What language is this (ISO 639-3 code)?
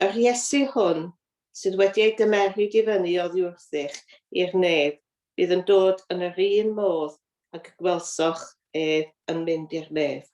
cym